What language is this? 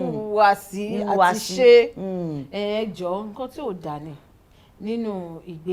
Yoruba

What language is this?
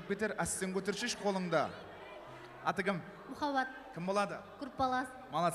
Kara-Kalpak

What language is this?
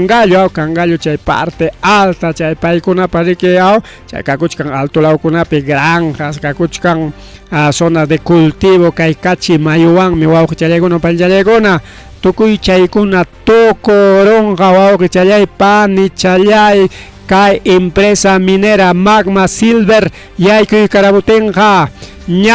Ayacucho Quechua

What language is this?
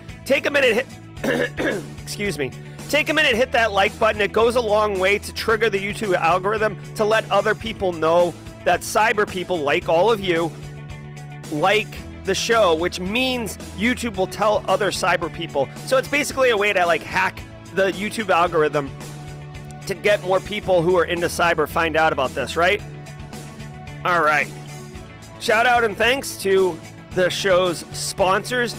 English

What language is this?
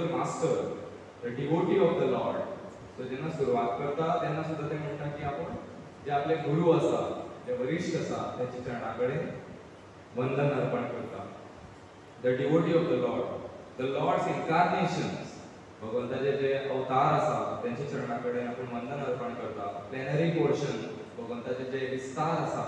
Konkani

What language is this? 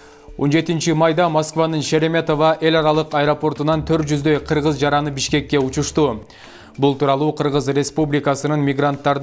Kyrgyz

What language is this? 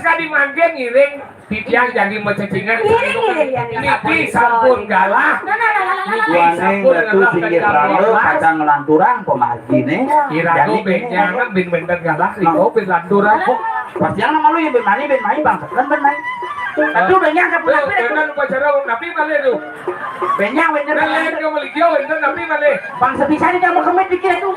Balinese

